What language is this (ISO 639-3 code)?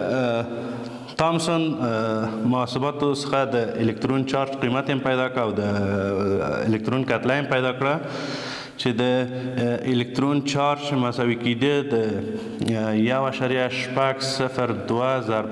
pus